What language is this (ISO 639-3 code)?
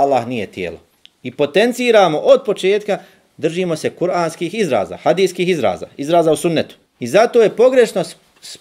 bos